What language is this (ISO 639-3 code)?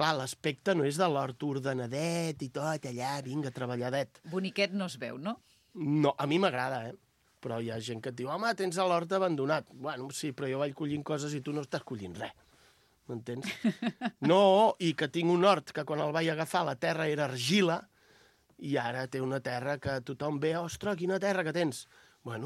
cat